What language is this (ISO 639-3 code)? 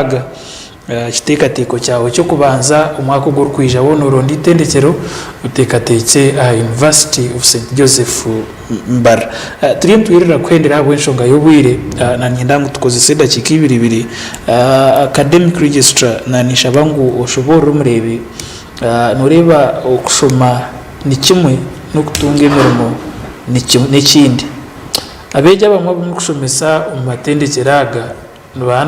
nyn